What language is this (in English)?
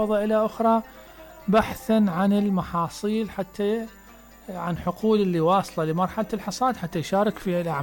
Mesopotamian Arabic